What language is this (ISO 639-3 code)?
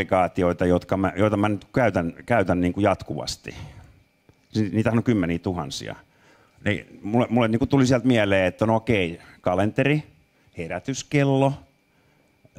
fin